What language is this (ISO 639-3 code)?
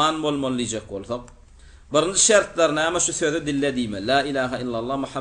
tuk